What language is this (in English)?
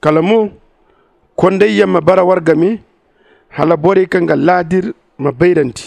Zarma